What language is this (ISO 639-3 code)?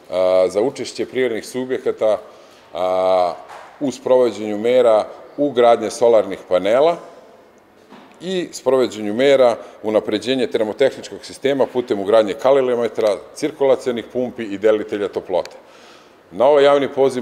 srp